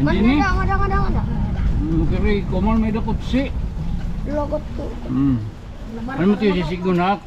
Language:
Waray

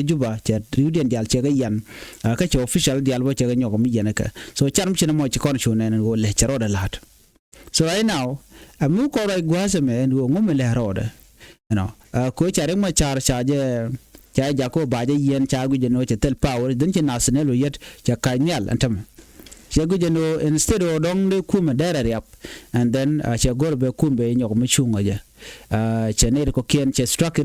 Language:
Nuer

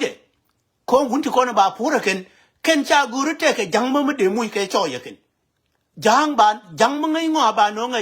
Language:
Nuer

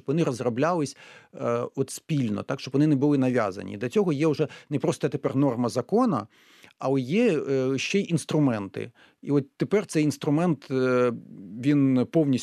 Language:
Ukrainian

